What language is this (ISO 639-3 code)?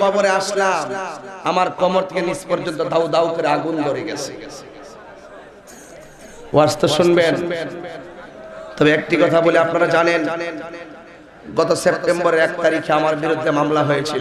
ben